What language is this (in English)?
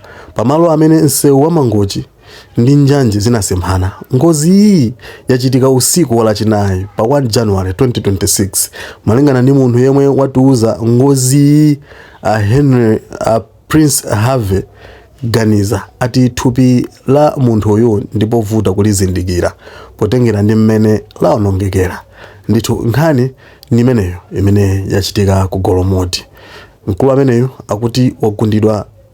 Nyanja